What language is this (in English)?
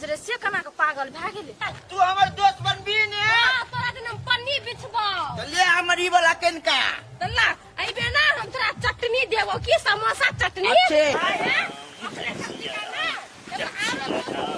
Maithili